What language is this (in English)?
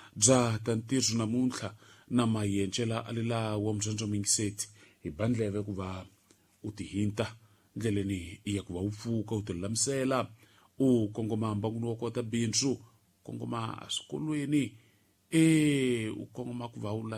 Tsonga